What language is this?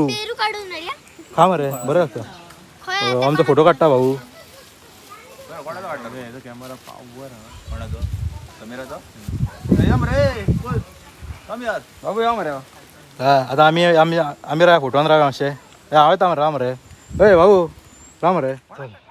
Konkani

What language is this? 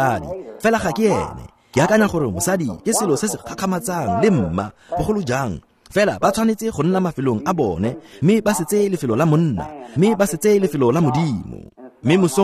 Tswana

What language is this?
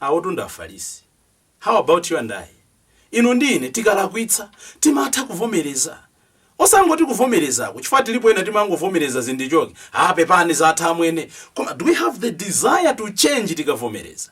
Nyanja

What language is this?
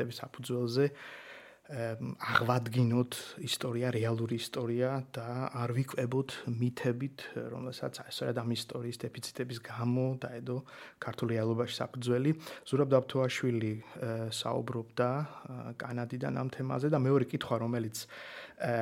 Georgian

